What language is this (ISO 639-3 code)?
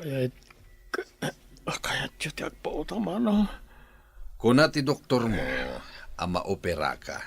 ilo